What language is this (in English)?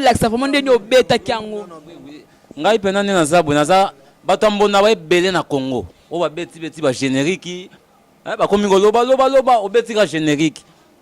Lingala